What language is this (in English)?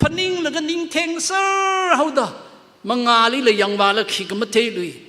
Tangkhul Naga (India)